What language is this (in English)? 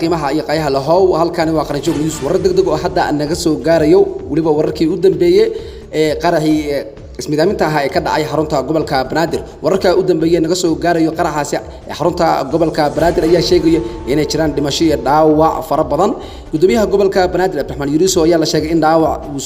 Somali